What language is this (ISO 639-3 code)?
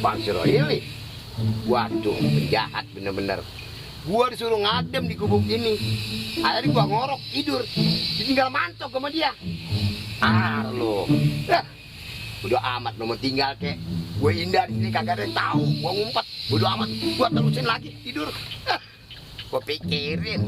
bew